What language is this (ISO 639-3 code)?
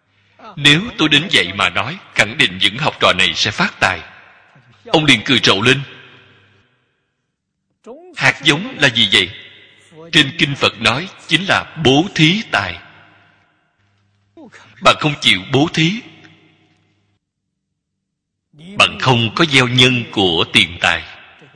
vie